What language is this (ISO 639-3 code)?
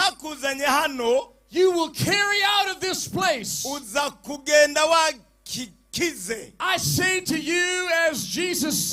run